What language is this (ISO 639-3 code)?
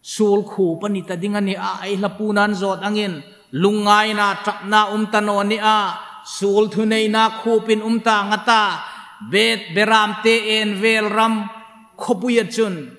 hmr